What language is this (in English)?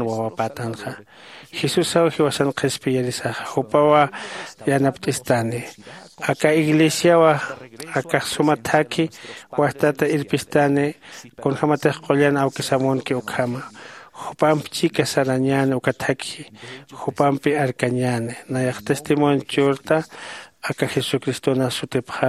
Aymara